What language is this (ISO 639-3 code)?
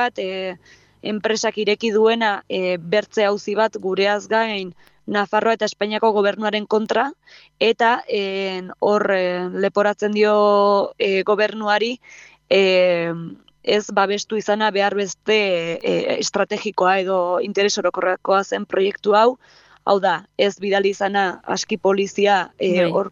eus